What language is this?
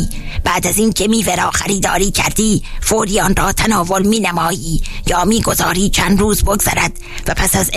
Persian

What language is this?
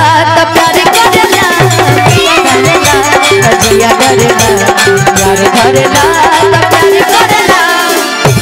Bhojpuri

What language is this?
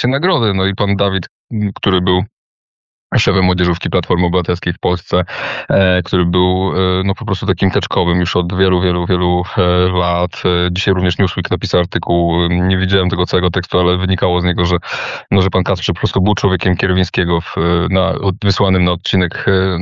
Polish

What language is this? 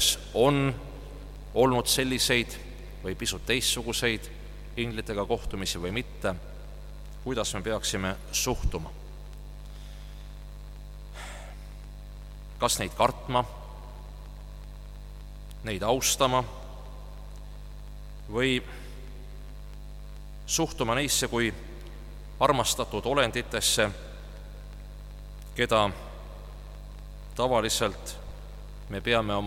Estonian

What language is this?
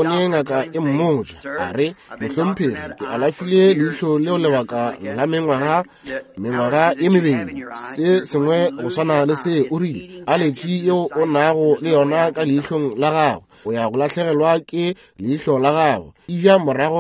Northern Sotho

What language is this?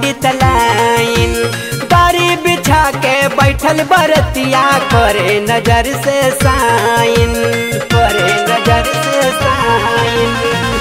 Bhojpuri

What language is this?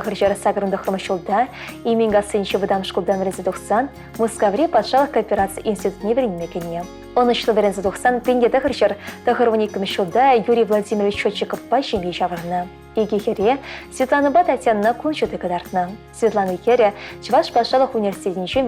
Chuvash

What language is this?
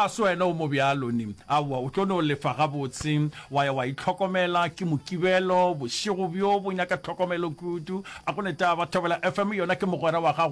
Northern Sotho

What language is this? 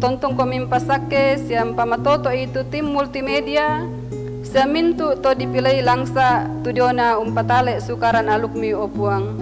Toraja-Sa'dan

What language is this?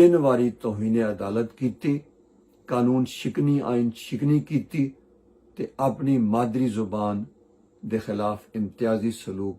Western Panjabi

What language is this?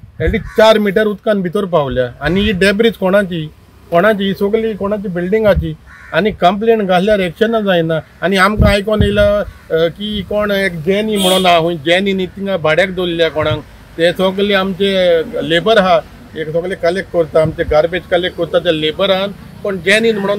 Konkani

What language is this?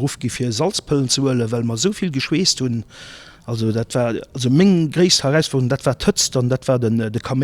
Luxembourgish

